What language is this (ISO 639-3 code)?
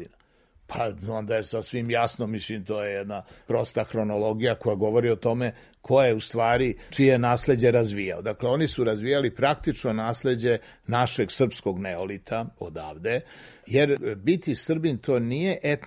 srp